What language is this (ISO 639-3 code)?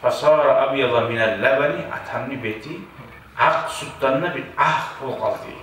kum